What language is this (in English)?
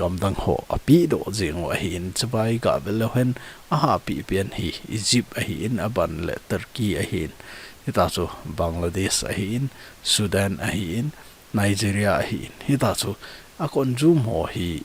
Thado Chin